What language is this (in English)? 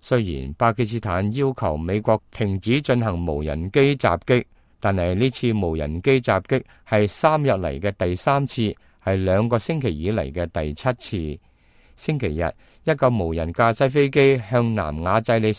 Cantonese